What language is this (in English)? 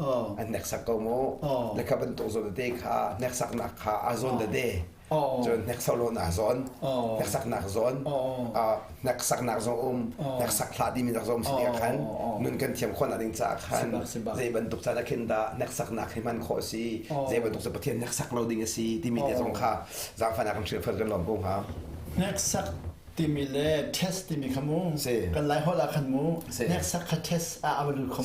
Hakha Chin